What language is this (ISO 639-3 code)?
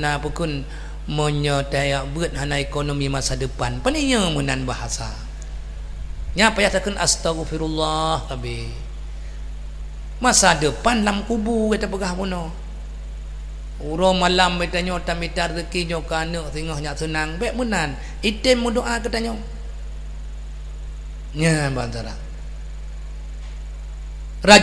ace